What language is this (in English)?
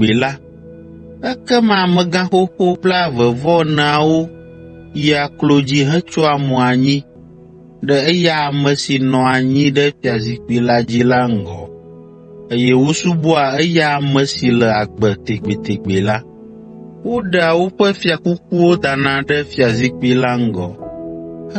Ewe